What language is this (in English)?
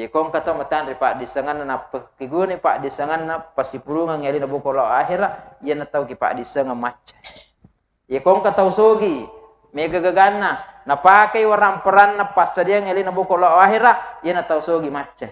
Buginese